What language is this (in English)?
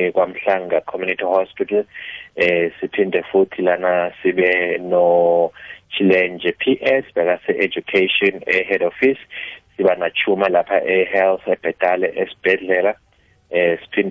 South Ndebele